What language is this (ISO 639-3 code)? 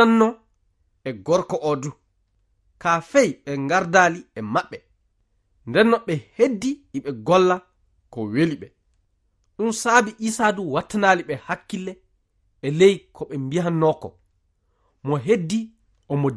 ful